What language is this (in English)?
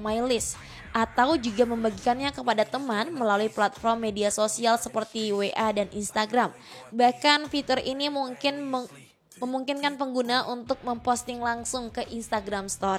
Indonesian